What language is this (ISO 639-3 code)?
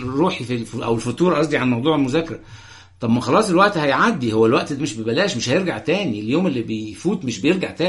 arz